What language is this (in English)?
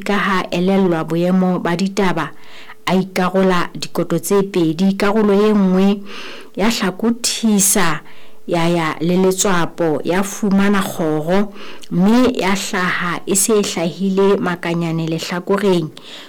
Southern Sotho